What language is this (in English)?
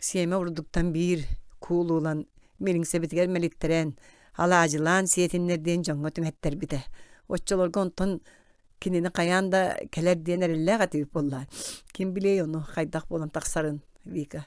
Yakut